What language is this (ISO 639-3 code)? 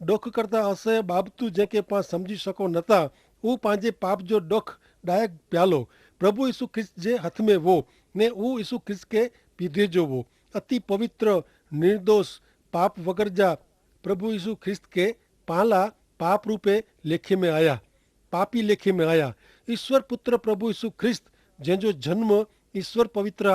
kfr